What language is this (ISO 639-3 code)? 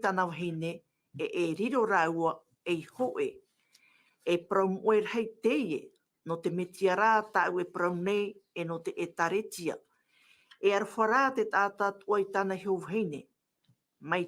tah